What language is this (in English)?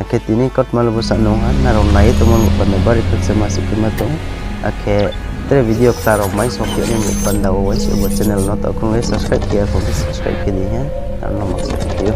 Riang (India)